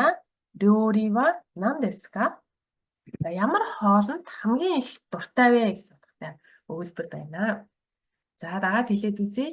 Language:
Mongolian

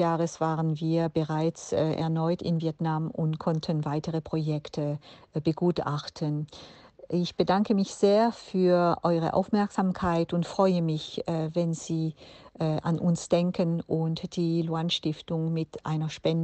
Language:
German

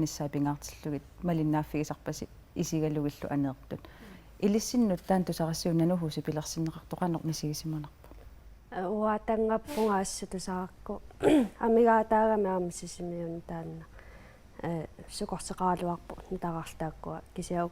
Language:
Kalaallisut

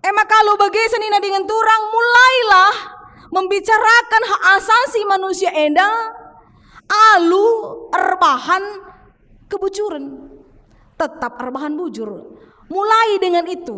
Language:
Batak Karo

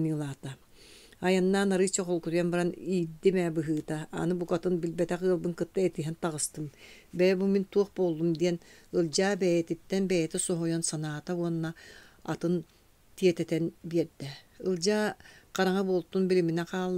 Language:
Yakut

